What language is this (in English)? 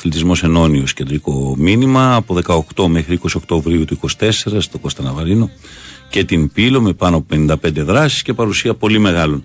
Greek